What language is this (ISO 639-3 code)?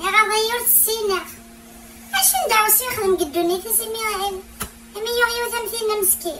kab